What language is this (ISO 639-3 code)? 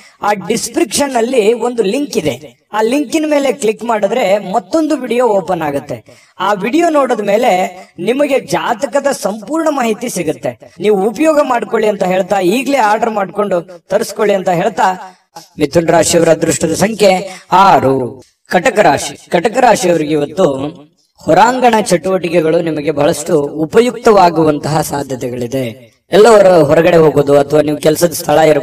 kan